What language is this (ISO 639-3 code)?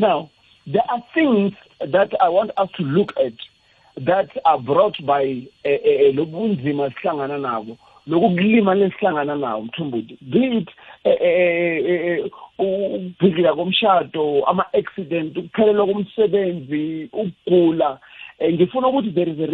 nbl